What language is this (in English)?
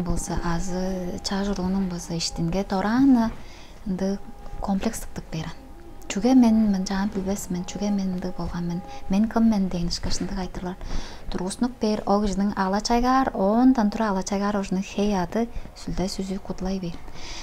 Tuvinian